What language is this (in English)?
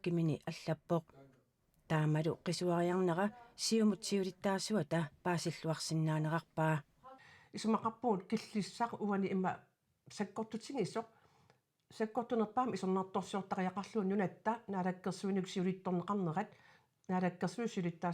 Kalaallisut